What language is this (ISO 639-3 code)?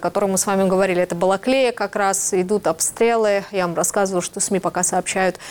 rus